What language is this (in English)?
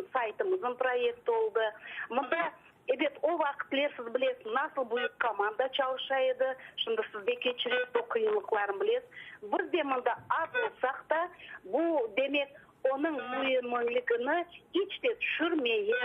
Crimean Tatar